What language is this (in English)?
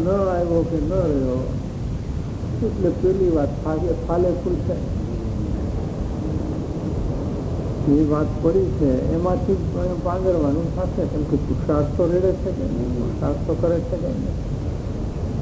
Gujarati